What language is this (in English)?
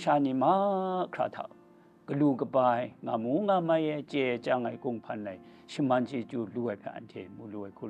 Kachin